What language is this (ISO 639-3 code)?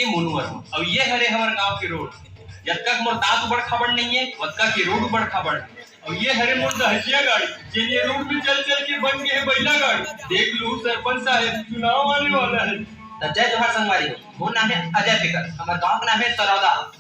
hne